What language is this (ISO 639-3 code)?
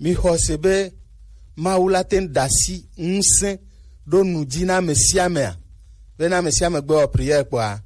gej